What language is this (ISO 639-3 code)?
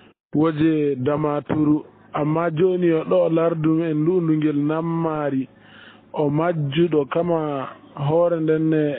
ful